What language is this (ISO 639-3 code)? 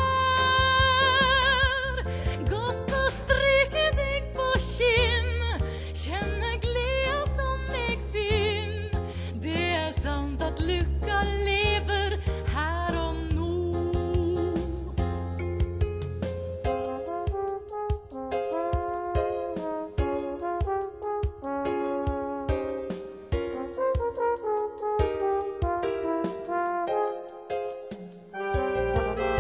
nor